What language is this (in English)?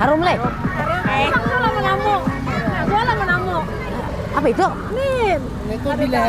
Banjar